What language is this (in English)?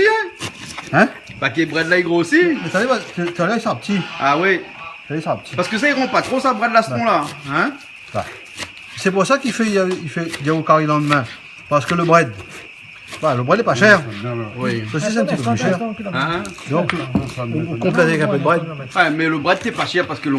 Réunion Creole French